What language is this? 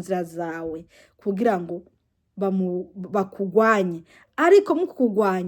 Rundi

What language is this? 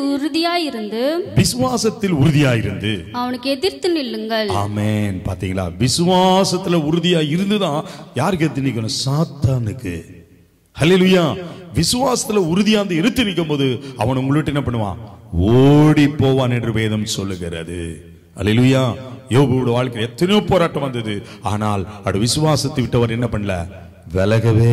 Tamil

